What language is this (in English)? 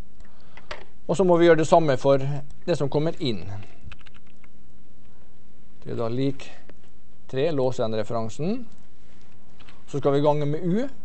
Norwegian